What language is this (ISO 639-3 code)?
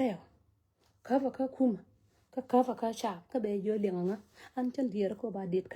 nus